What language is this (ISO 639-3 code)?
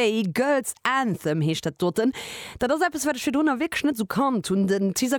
ltz